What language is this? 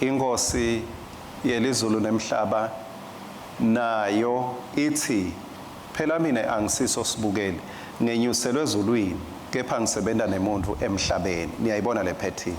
Swati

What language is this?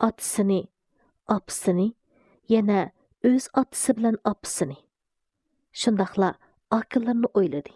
Uyghur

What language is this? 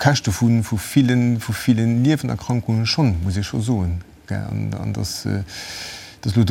Luxembourgish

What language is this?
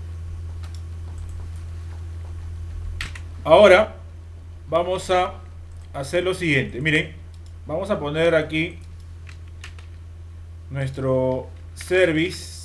Spanish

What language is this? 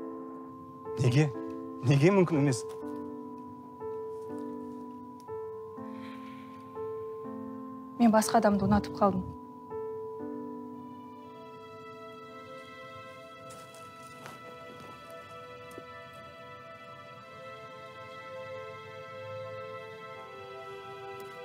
Kazakh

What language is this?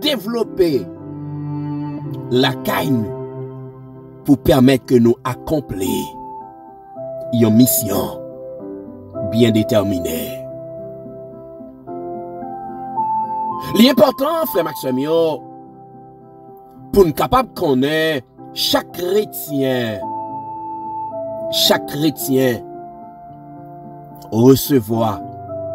French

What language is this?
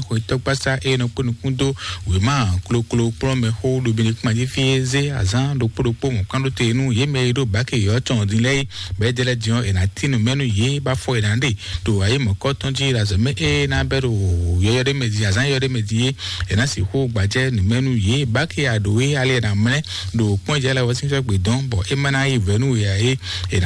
Fon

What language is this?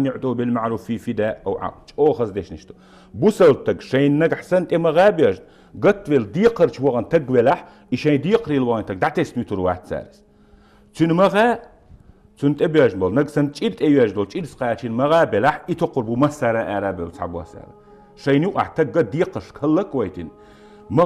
Chechen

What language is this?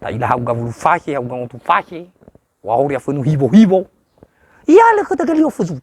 Nias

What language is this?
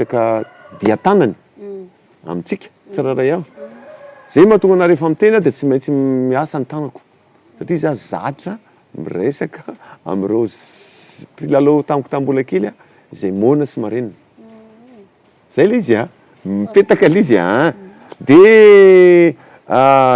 Malagasy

